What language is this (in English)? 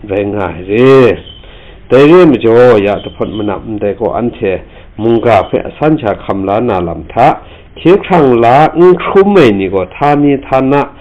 Kachin